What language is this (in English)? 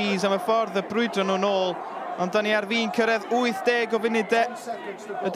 Welsh